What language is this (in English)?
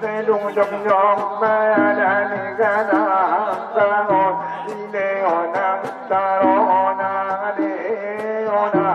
Batak Angkola